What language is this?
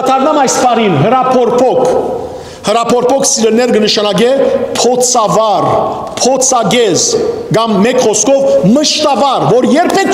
Western Armenian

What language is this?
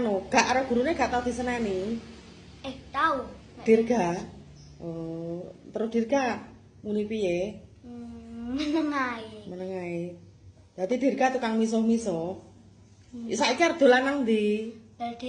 Javanese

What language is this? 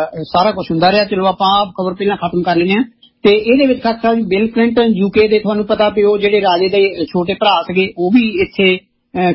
Punjabi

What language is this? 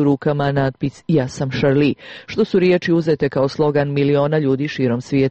Serbian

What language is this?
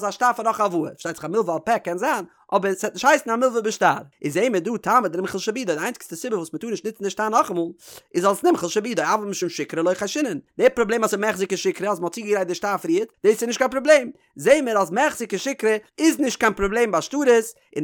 Yiddish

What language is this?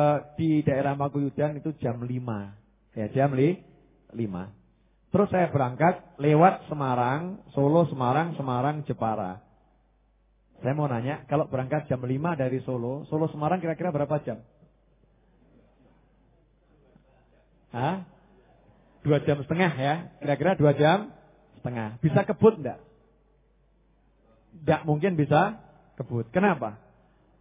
Indonesian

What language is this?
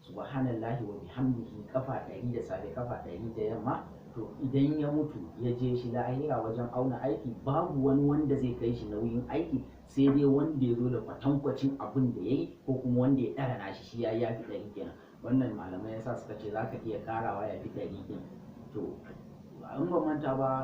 Hausa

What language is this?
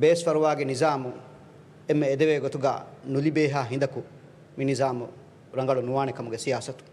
Divehi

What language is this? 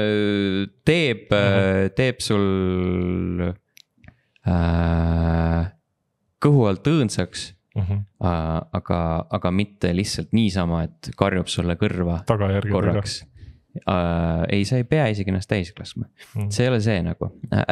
Estonian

